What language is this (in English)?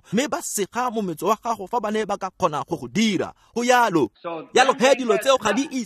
Tswana